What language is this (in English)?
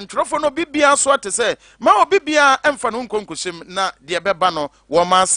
Akan